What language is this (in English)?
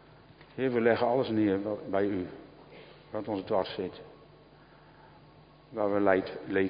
Dutch